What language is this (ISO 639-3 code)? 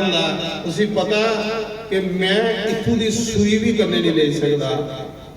doi